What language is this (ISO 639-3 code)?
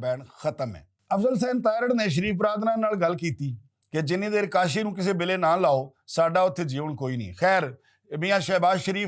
lah